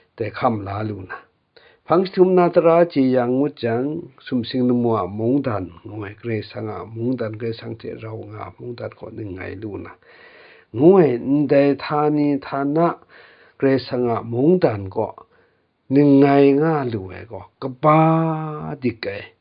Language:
Kachin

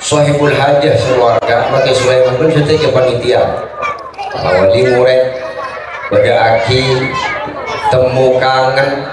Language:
Madurese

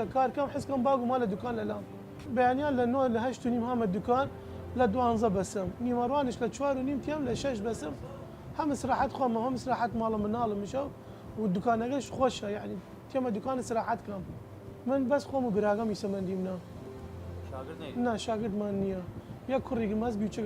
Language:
Southern Kurdish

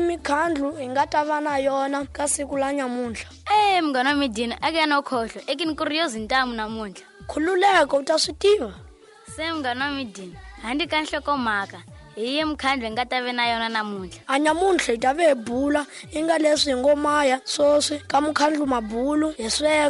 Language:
Tsonga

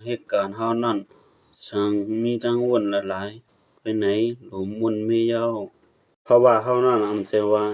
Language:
Shan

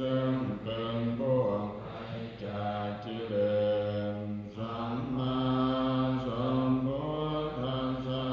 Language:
Pali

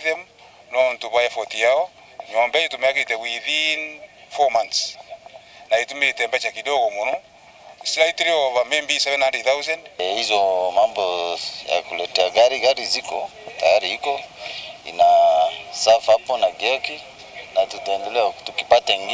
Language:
Meru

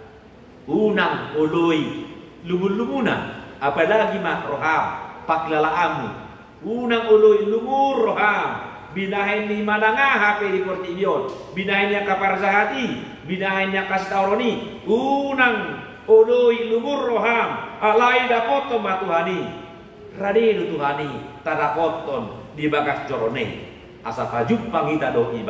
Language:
Batak Toba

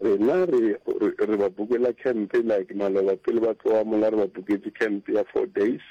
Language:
Northern Sotho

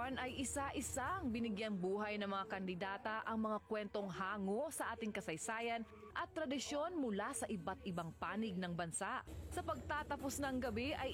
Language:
Filipino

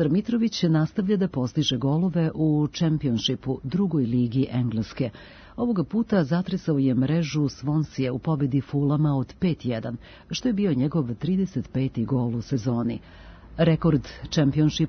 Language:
Serbian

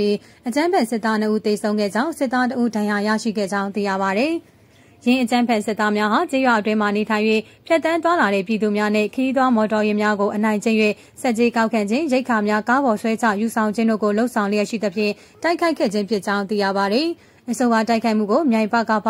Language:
Burmese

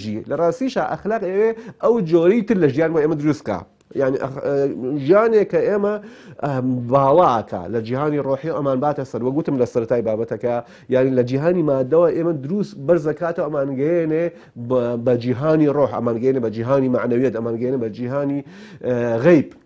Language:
Central Kurdish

